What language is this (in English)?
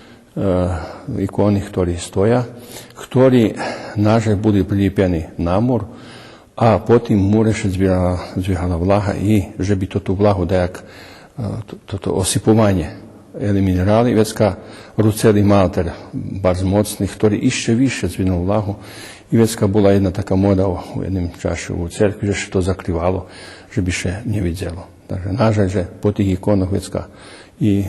Rusyn